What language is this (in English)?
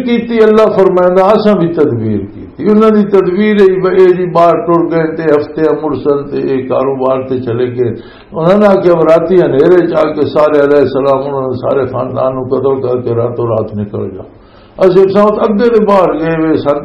Western Panjabi